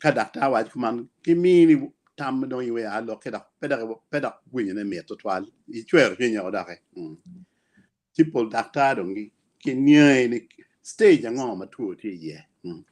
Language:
Acoli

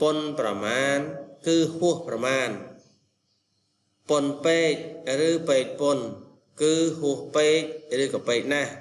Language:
Khmer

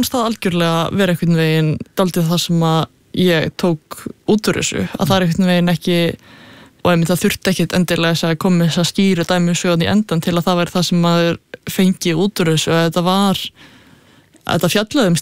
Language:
Icelandic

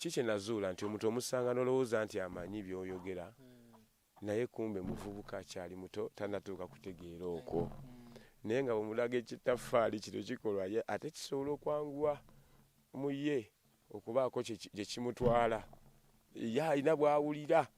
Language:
Ganda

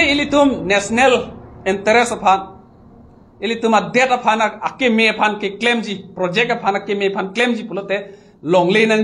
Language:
Karbi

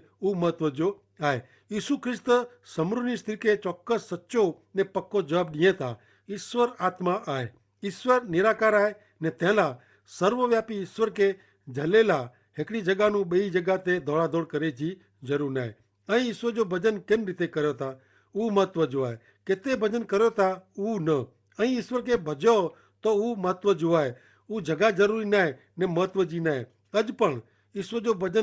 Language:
Kachhi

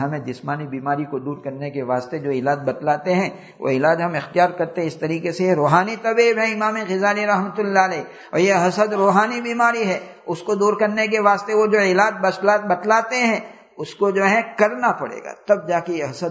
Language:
Urdu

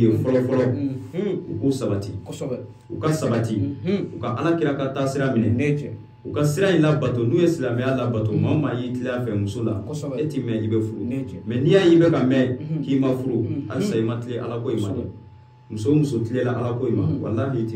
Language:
Bambara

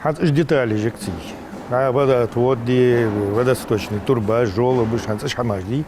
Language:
Ingush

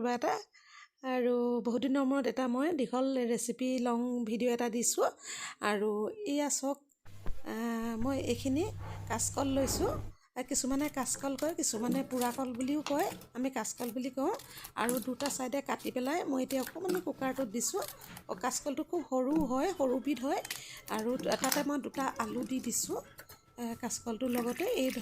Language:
Assamese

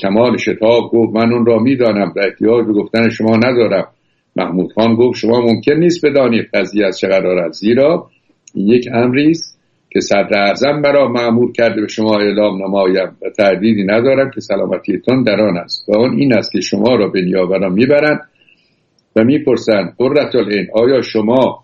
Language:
Persian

